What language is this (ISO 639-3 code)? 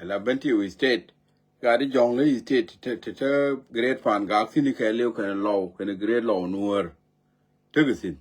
nus